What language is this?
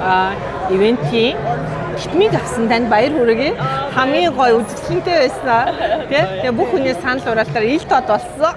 Mongolian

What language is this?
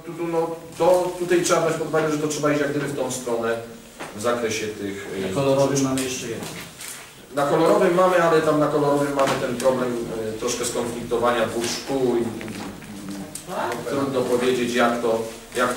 Polish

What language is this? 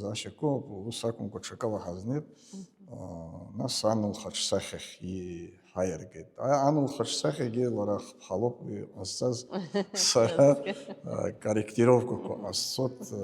Abkhazian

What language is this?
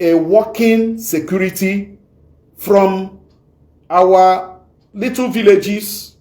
Igbo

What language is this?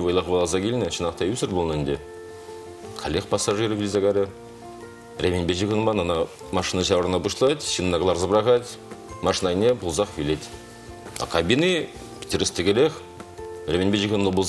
Chuvash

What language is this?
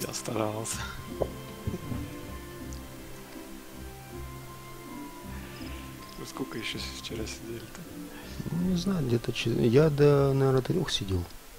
Russian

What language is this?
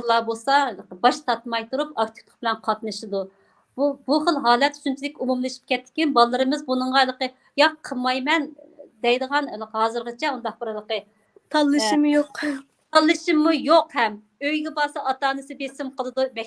Uyghur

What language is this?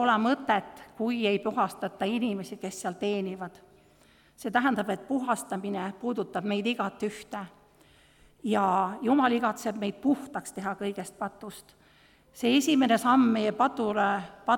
Estonian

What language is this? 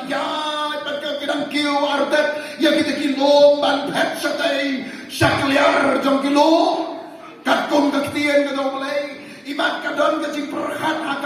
Khasi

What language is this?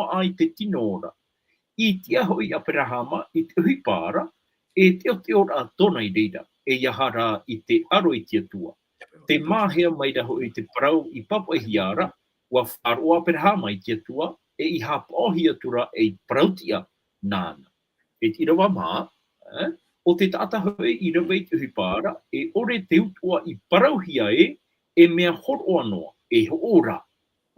Tahitian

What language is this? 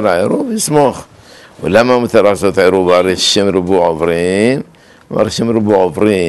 Hebrew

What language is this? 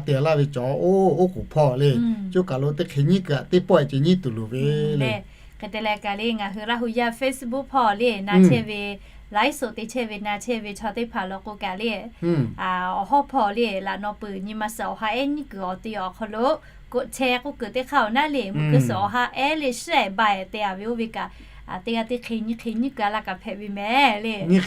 Lahu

